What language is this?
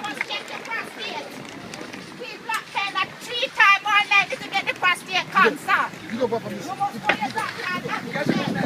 Jamaican Creole English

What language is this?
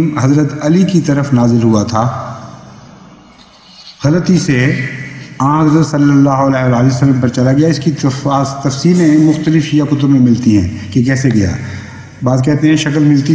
Urdu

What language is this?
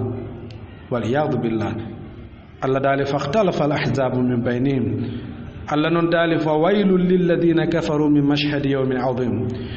Fula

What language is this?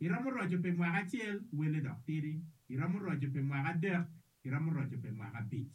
Acoli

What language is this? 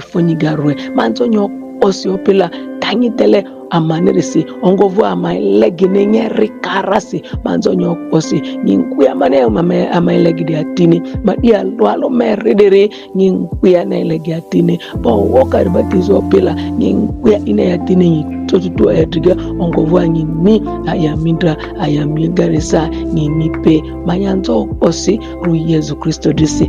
Ma'di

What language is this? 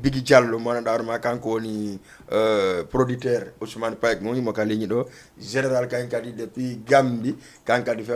Fula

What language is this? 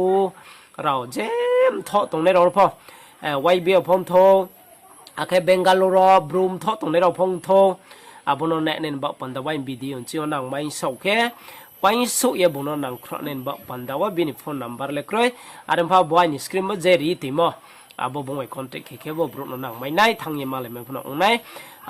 Riang (India)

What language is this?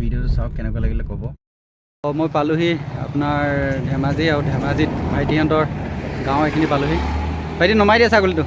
Assamese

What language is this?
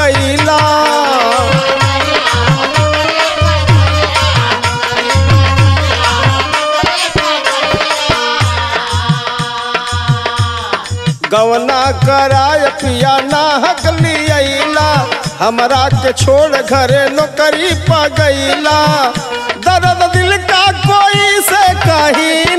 Bhojpuri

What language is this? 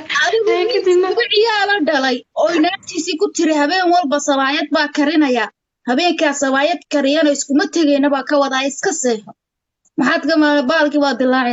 Somali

